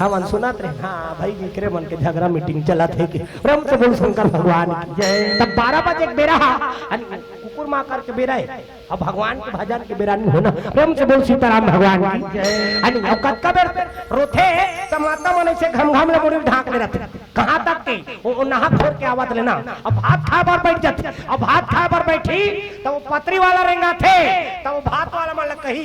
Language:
Chhattisgarhi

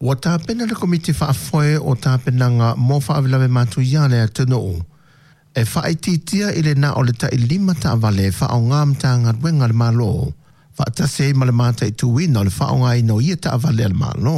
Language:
Samoan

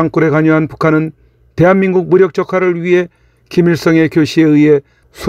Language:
Korean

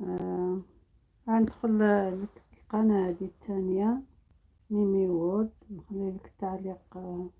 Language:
Algerian Arabic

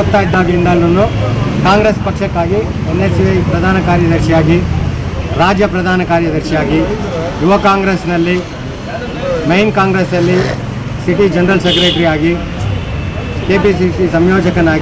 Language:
Kannada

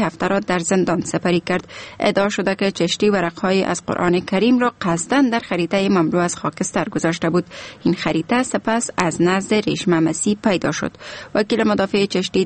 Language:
Persian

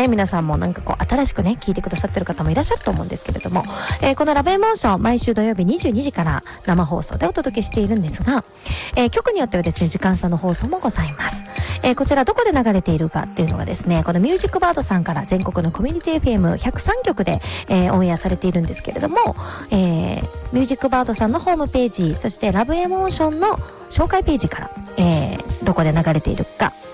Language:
Japanese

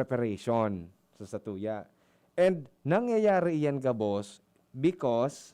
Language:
Bikol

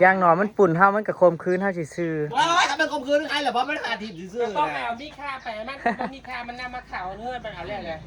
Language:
Northeastern Thai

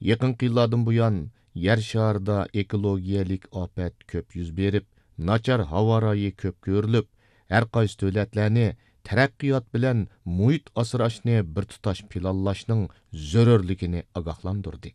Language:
Uyghur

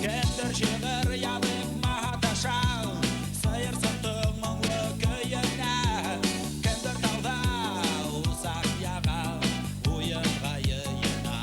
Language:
Bashkir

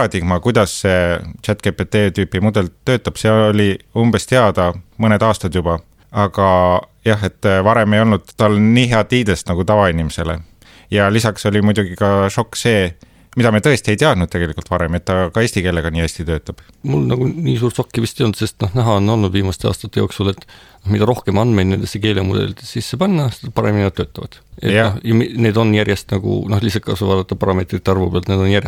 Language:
Estonian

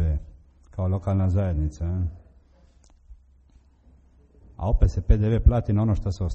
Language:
Croatian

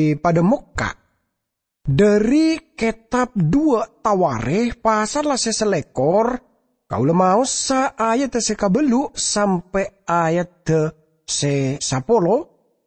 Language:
Madurese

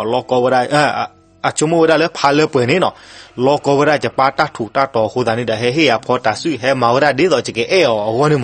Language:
S'gaw Karen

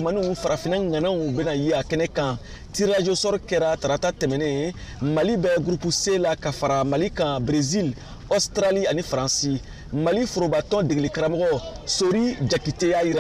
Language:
Bambara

